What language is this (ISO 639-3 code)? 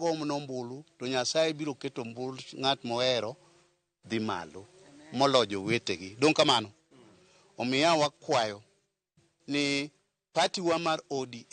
luo